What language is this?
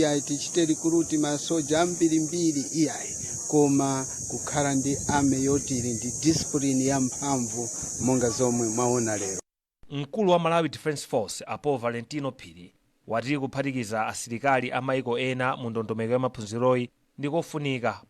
Nyanja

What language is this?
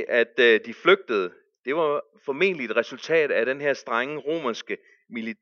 Danish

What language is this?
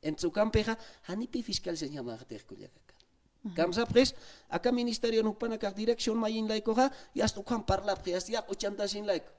Aymara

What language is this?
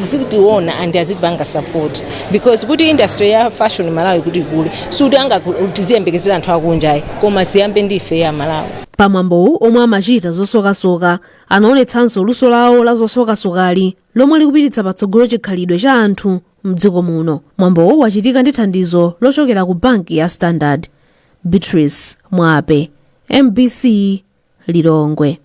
Nyanja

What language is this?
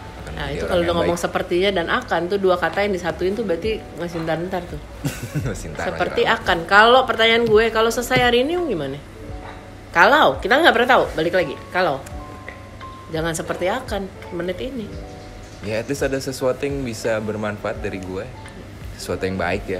Indonesian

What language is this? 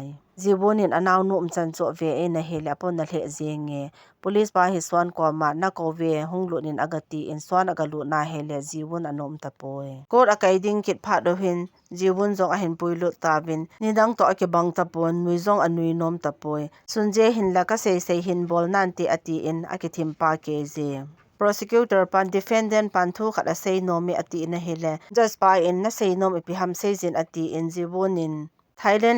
Thado Chin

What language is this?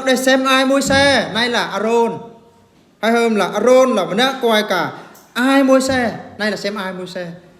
Eastern Bru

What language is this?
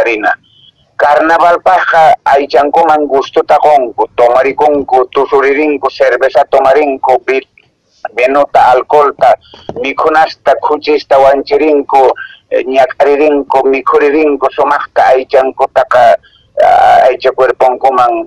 Quechua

